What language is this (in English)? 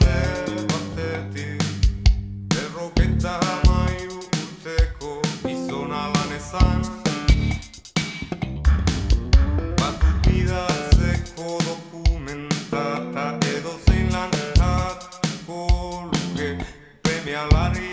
Basque